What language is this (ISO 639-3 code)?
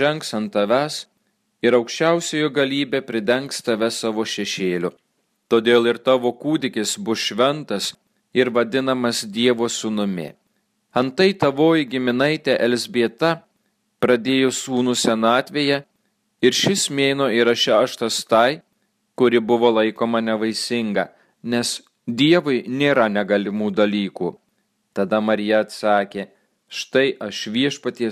lit